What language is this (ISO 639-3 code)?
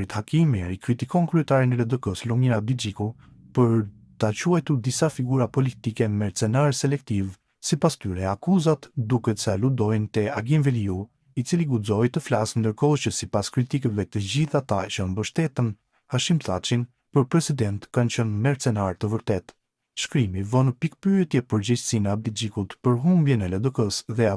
sqi